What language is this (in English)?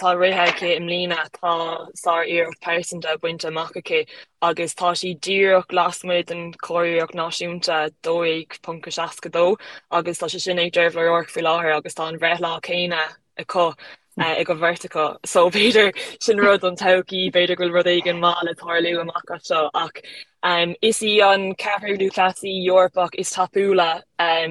Irish